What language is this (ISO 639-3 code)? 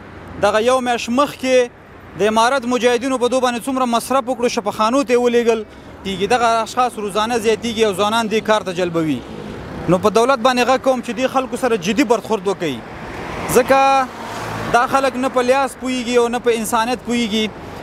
pus